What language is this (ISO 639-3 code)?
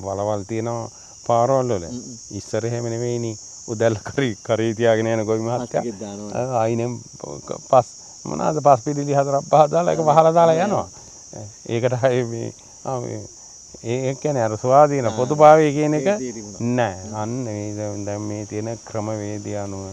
sin